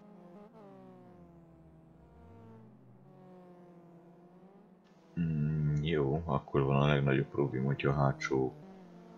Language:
Hungarian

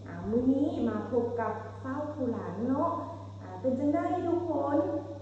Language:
Lao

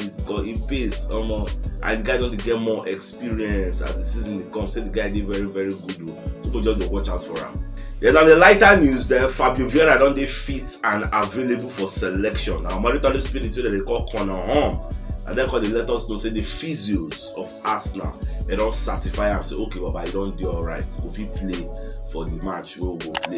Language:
Nigerian Pidgin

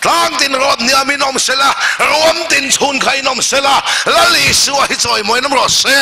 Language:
Mizo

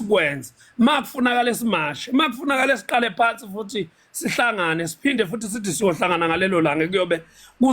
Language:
Zulu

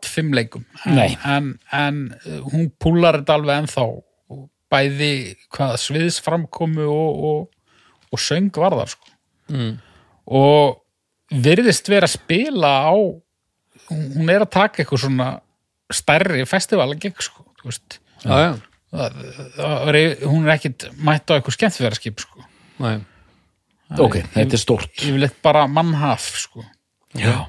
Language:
Icelandic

